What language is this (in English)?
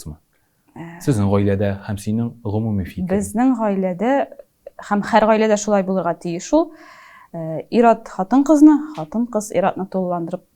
Tatar